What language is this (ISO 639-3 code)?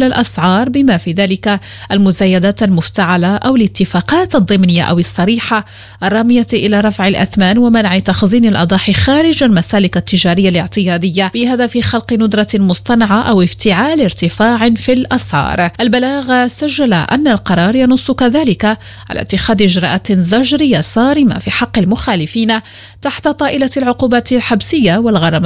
ara